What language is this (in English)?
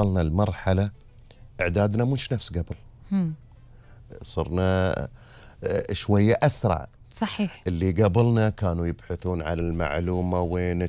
Gulf Arabic